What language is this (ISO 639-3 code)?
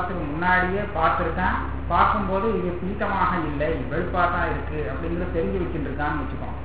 tam